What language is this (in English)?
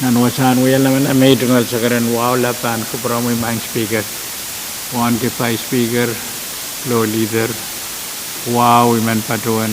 Pohnpeian